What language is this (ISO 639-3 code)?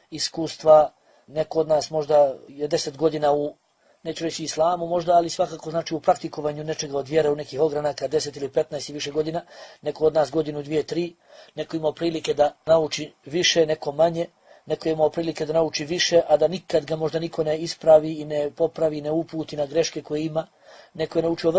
bos